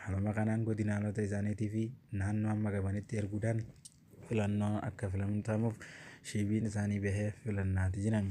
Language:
Oromo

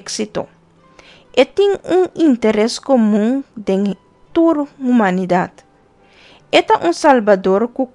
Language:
Papiamento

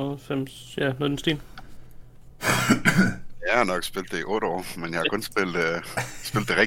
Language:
Danish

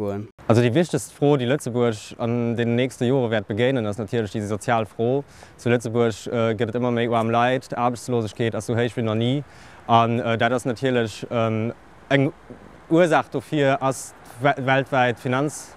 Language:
Luxembourgish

